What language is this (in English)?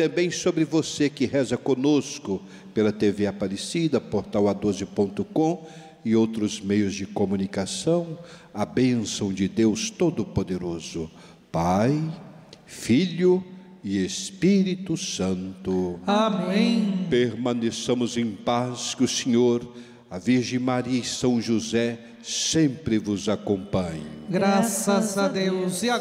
Portuguese